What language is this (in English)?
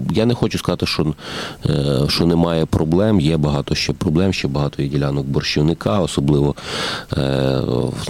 Ukrainian